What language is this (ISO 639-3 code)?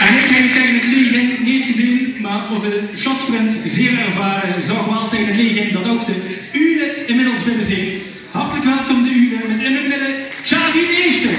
lim